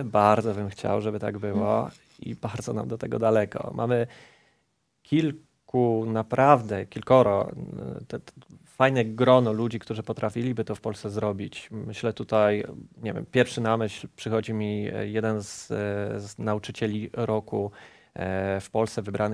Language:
Polish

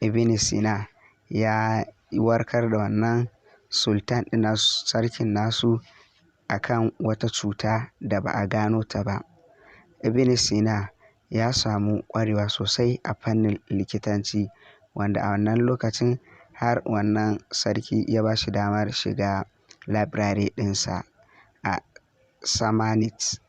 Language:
Hausa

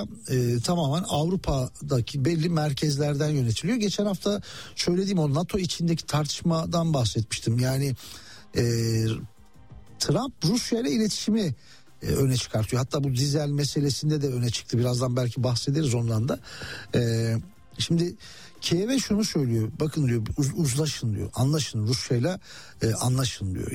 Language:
Turkish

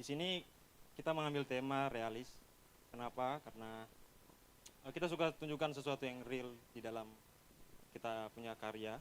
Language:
Manado Malay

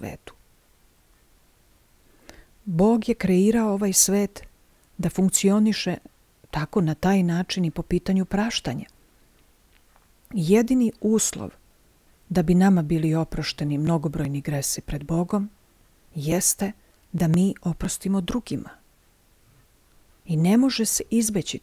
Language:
Serbian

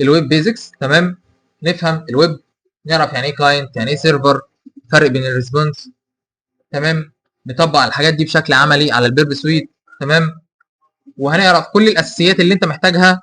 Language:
Egyptian Arabic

